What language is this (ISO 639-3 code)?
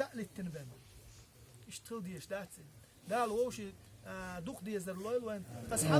che